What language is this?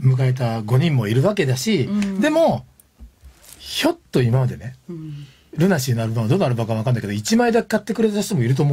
Japanese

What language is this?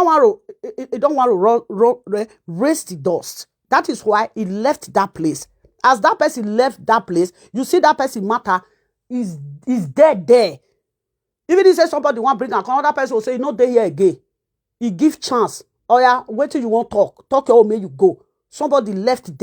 Nigerian Pidgin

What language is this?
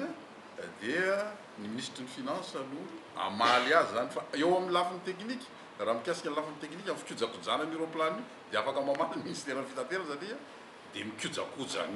Malagasy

